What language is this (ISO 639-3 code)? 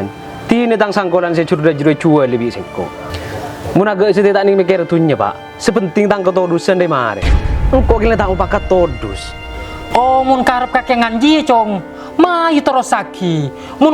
mad